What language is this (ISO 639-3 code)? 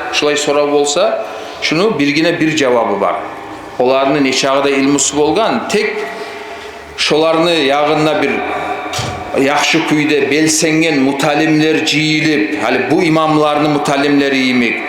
kum